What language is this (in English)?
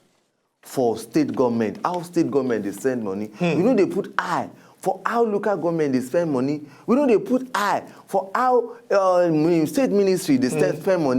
Nigerian Pidgin